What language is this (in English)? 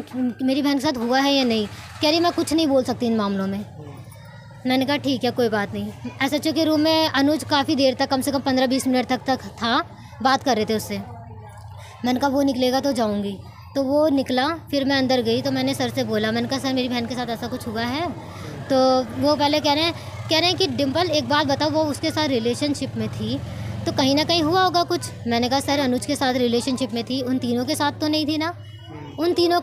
Hindi